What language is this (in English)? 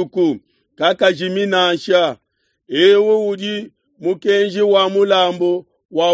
Luba-Lulua